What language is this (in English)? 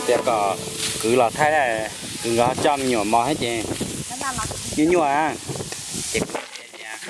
Hmong